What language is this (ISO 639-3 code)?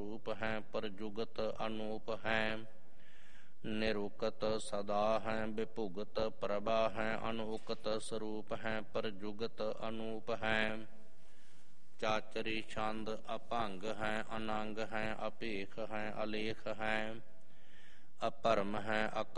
pan